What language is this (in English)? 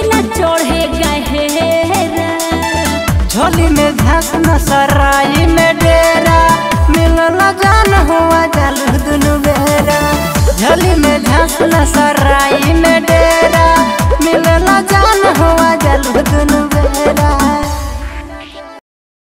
Bhojpuri